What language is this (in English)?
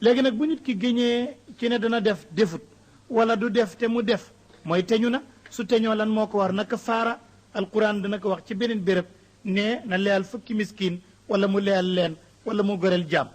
Wolof